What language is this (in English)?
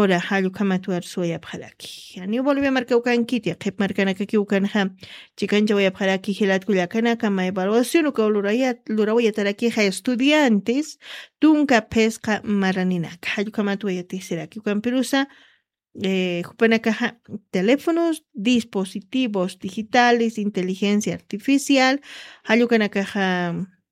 Aymara